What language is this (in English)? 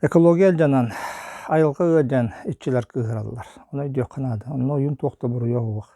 Yakut